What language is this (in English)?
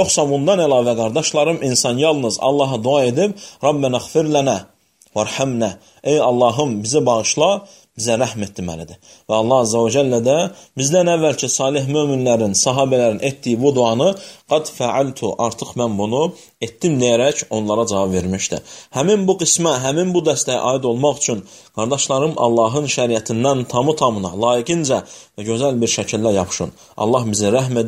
Azerbaijani